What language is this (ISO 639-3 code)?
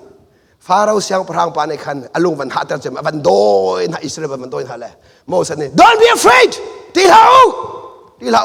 cnh